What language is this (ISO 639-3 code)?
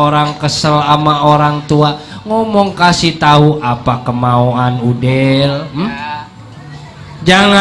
bew